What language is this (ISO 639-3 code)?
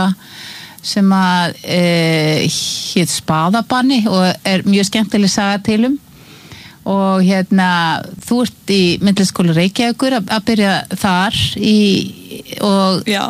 isl